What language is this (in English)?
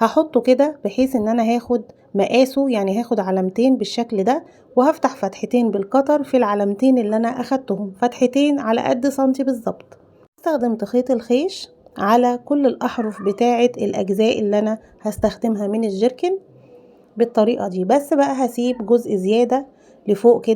Egyptian Arabic